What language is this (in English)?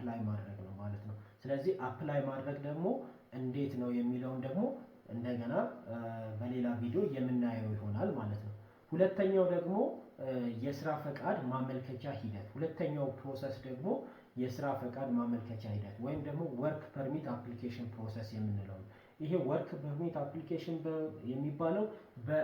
Amharic